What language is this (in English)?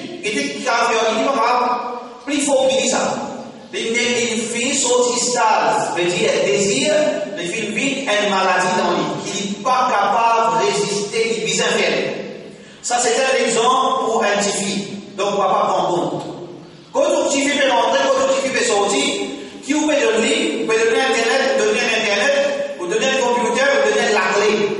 Morisyen